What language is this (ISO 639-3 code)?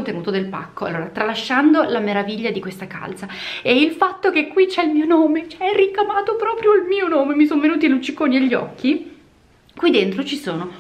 ita